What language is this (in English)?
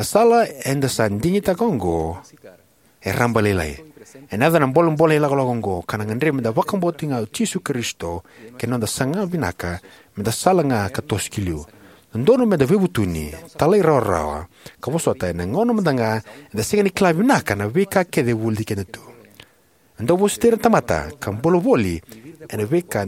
Fijian